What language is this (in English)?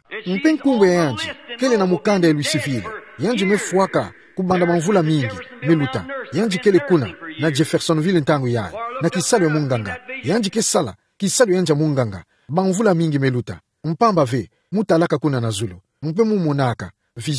Kituba (Democratic Republic of Congo)